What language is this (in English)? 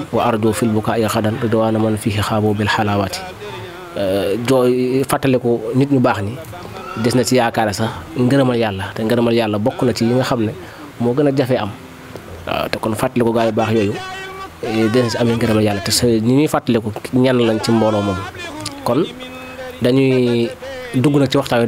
Wolof